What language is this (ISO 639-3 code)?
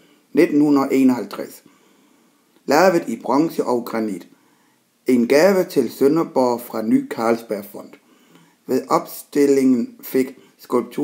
dan